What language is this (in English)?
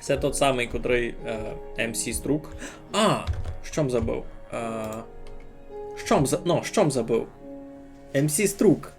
Rusyn